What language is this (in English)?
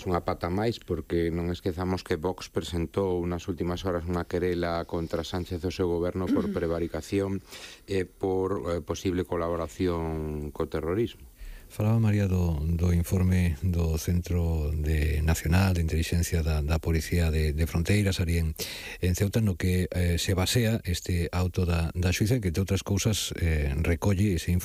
Galician